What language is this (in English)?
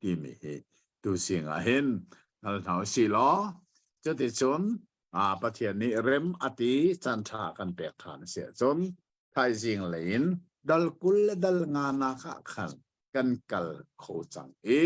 Hakha Chin